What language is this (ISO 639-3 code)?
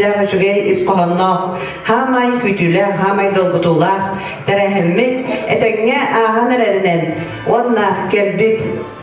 sah